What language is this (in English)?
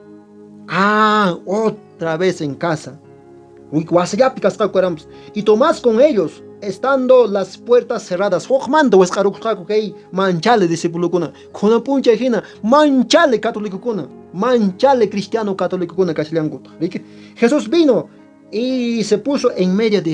Quechua